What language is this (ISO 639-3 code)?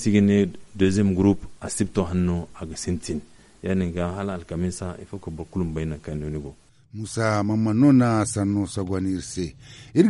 dje